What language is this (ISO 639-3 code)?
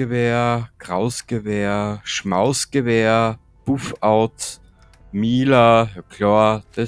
bar